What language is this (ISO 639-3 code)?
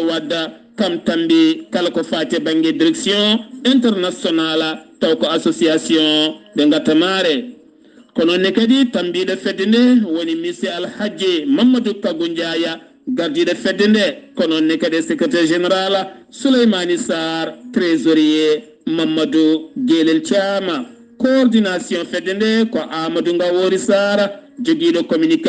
ful